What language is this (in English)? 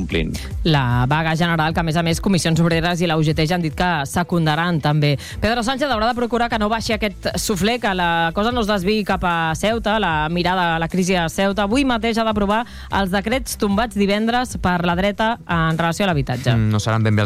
Catalan